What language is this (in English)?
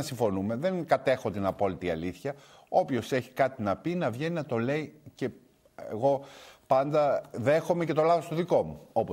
Greek